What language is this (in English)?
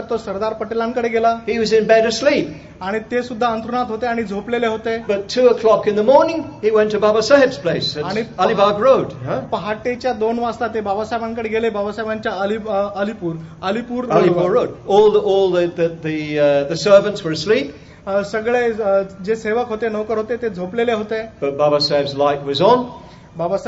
Marathi